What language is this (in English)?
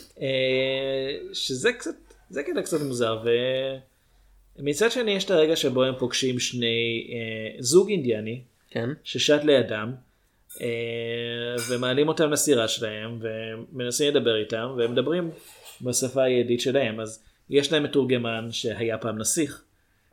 Hebrew